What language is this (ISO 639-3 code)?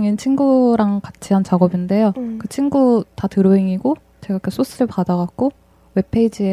kor